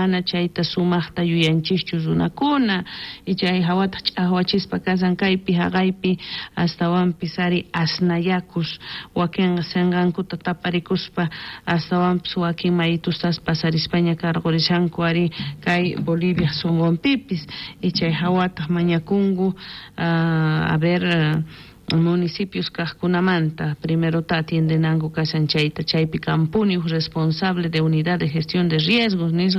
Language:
South Bolivian Quechua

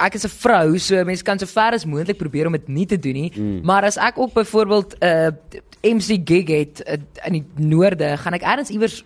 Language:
Afrikaans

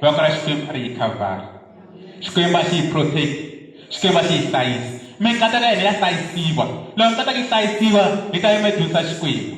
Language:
Tsonga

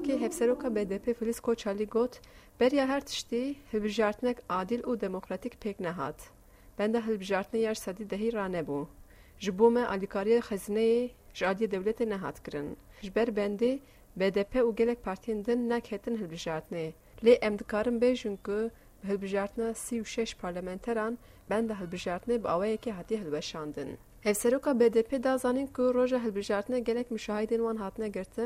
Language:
Kurdish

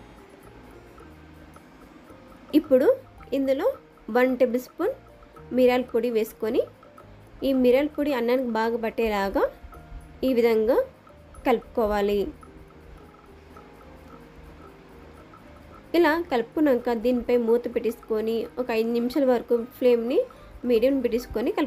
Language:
Telugu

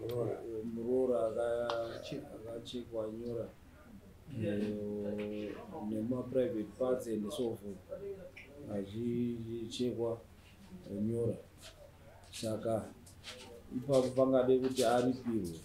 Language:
Shona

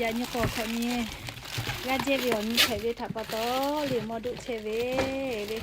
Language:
Lahu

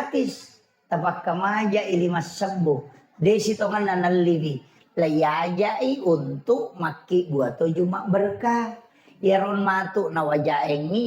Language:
Buginese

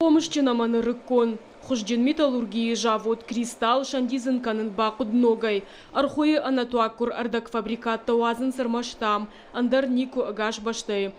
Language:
Ossetic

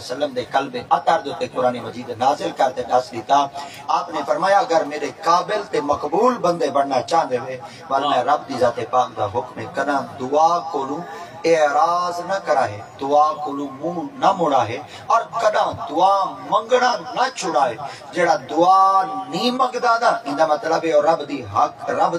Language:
Saraiki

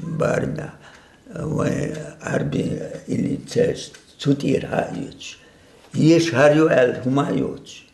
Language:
Chechen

